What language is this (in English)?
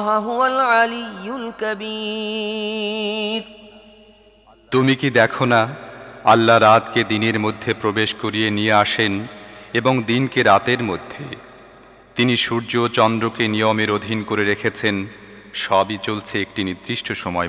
Bangla